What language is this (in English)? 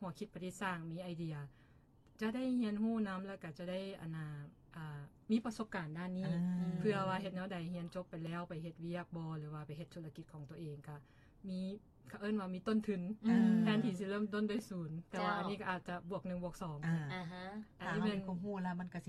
Lao